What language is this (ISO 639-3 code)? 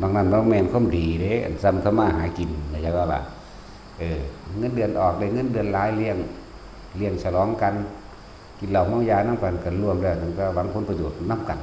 tts